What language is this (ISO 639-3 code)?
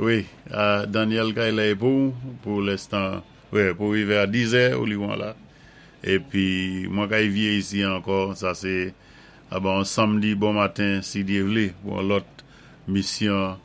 acf